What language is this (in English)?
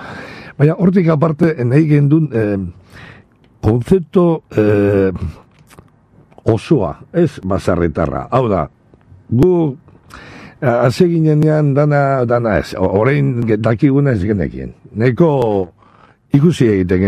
Basque